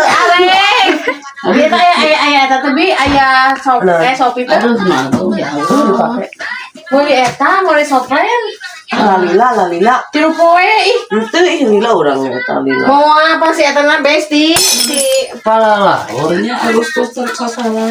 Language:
Sundanese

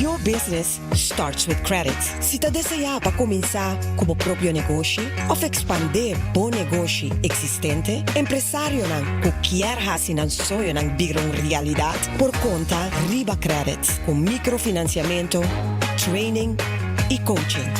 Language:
Papiamento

